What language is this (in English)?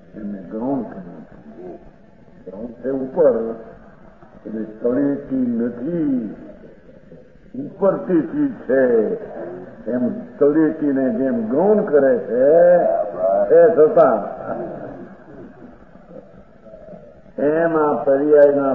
Gujarati